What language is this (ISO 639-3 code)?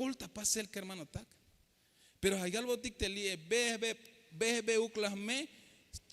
tzh